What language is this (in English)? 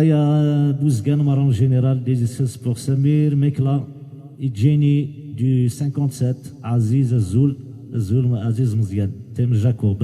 Kabyle